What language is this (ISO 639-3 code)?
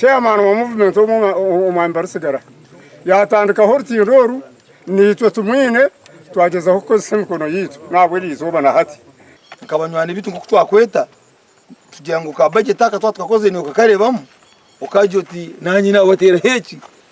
nyn